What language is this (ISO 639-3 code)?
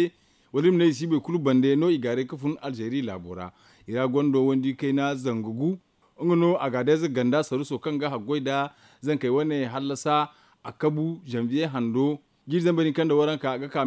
dje